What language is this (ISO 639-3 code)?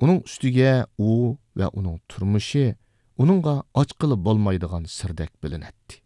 uig